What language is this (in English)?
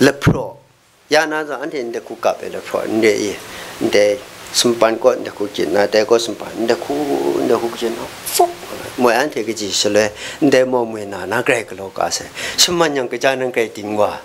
Kachin